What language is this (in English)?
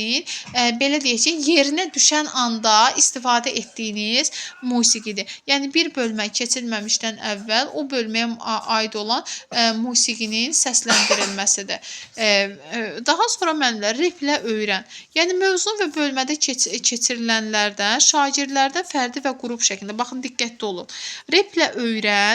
Azerbaijani